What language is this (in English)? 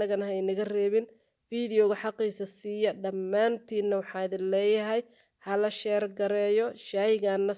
Somali